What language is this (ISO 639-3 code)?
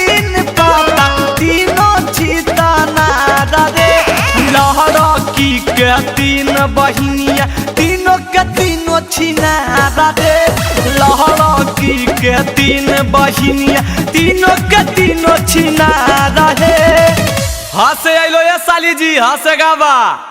mag